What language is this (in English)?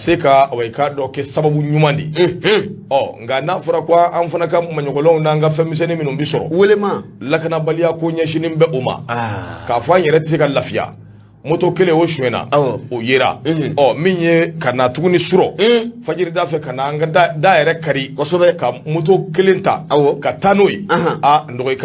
Bambara